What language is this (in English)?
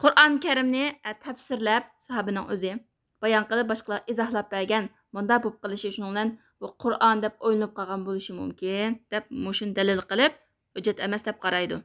Uyghur